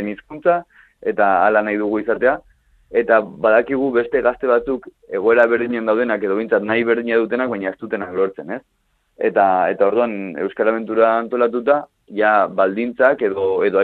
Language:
Basque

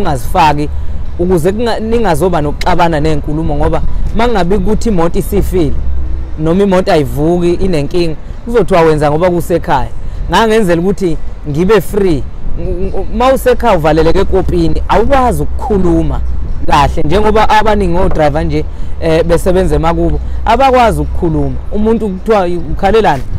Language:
Zulu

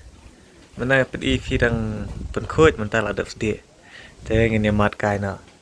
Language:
Khasi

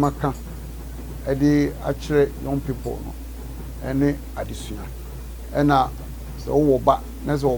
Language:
Akan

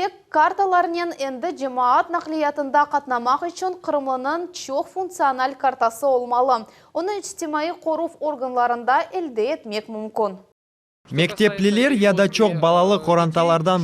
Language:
Crimean Tatar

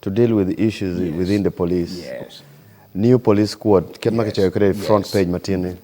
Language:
Acoli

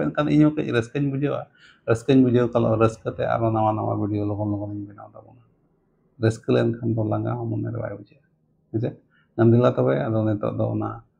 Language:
Santali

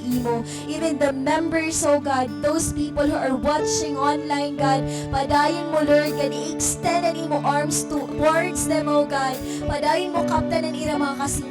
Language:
Waray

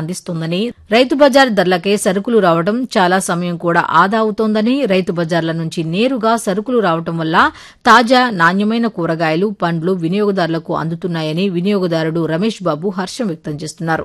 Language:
Telugu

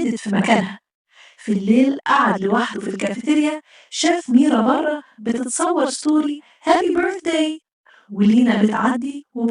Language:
Egyptian Arabic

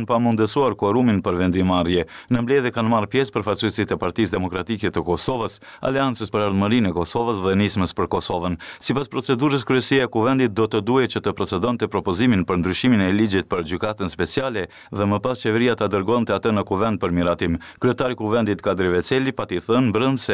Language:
Albanian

